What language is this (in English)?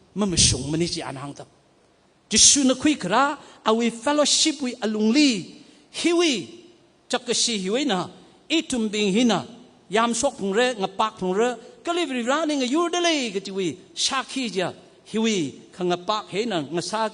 Tangkhul Naga (India)